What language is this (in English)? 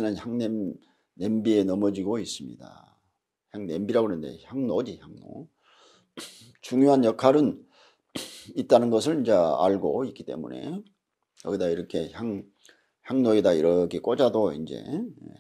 Korean